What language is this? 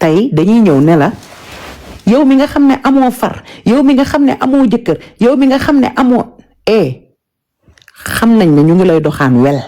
Wolof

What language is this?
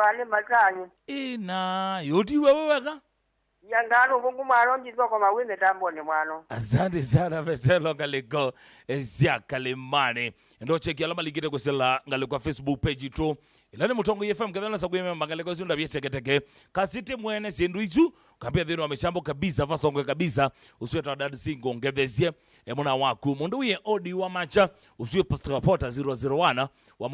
Kamba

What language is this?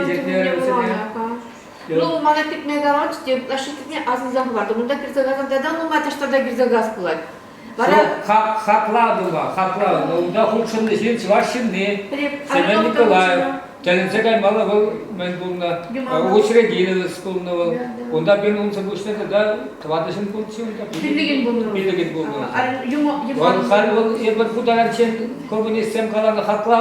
Chuvash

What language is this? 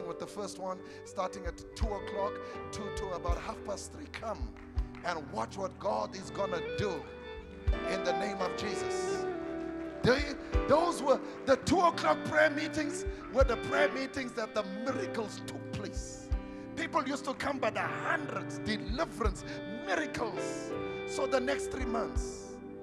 English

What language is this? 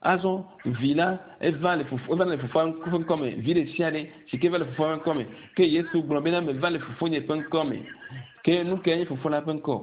Ewe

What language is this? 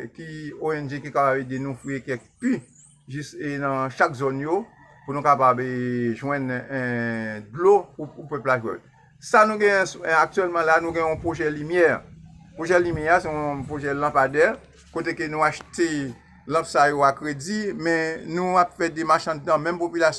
Haitian Creole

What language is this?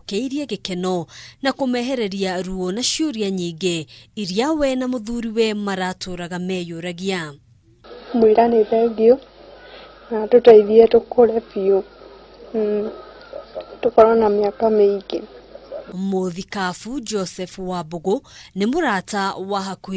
Kikuyu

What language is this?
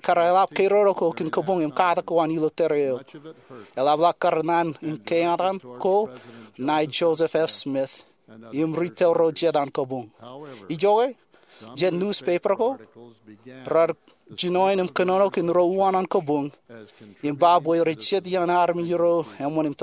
Marshallese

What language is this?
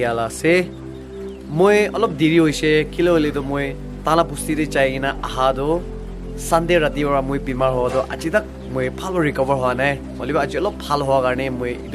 Naga Pidgin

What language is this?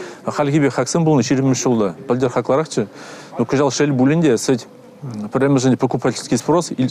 Chuvash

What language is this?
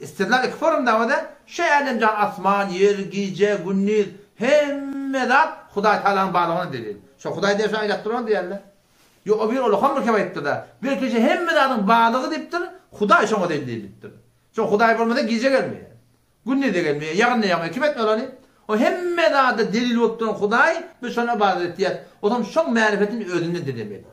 Turkmen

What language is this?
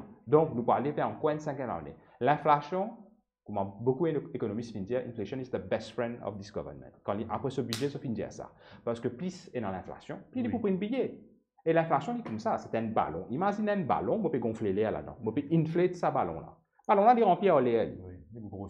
Morisyen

